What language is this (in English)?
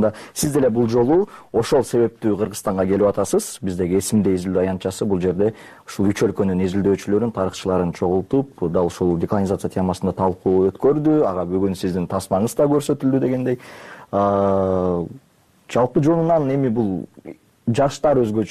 Kyrgyz